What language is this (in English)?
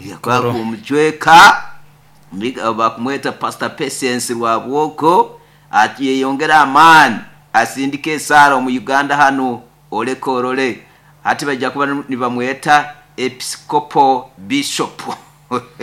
Nyoro